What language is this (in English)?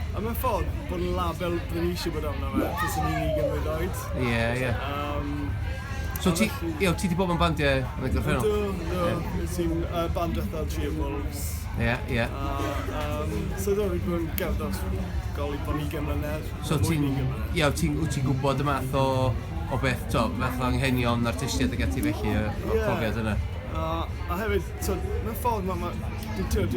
Welsh